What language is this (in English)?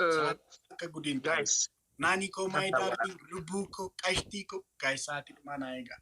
Oromo